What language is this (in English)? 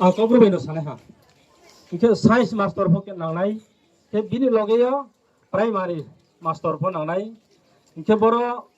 Riang (India)